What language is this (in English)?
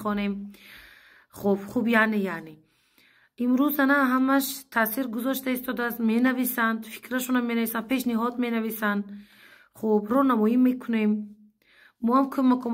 Tajik